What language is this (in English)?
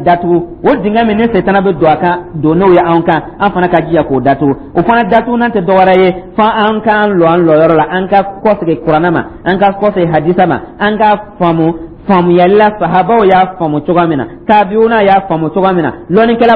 Dyula